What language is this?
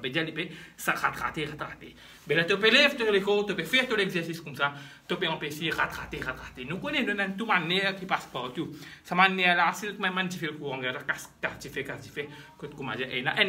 Morisyen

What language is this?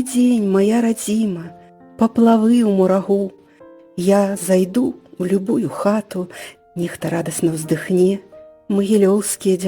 Belarusian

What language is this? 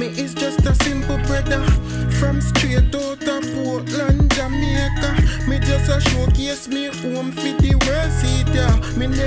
Jamaican Creole English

